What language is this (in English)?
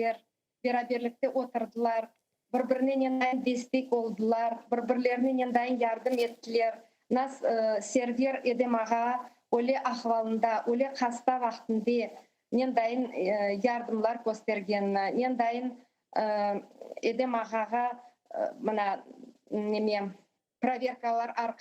Crimean Tatar